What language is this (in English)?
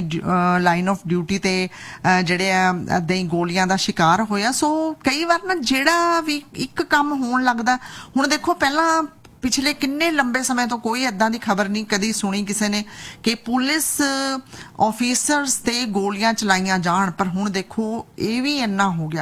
Punjabi